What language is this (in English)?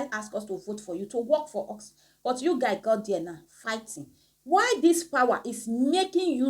Nigerian Pidgin